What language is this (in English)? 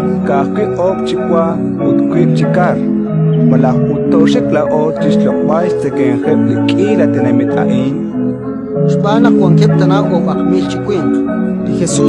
Kekchí